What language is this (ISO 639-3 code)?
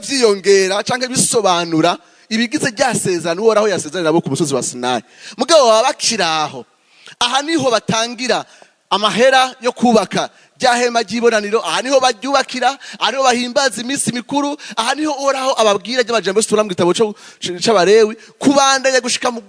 run